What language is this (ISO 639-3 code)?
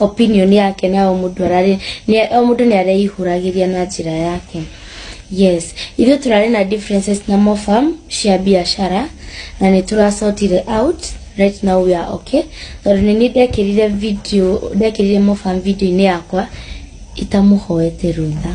kik